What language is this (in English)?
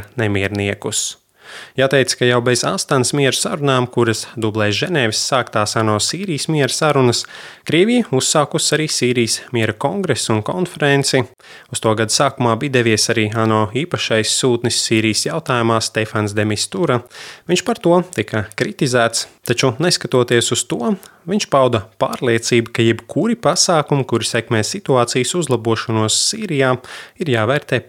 Latvian